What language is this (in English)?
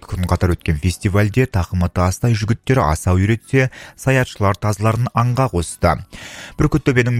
Kazakh